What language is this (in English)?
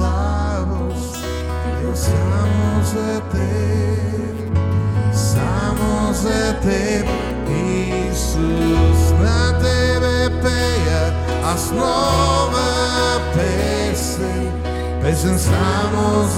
Bulgarian